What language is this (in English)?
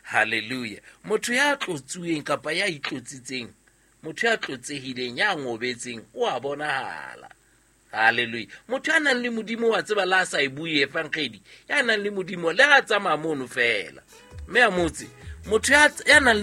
Southern Sotho